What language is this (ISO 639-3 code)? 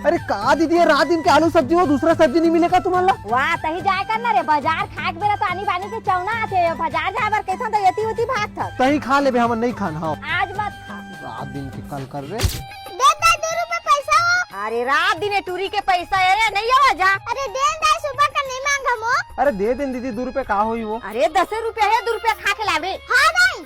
hne